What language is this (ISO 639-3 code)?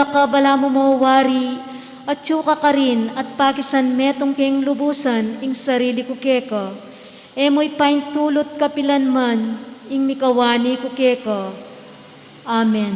pam